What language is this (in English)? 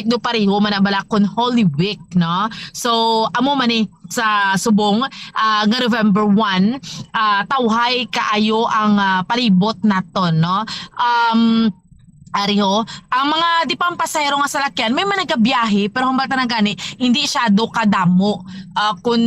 Hiligaynon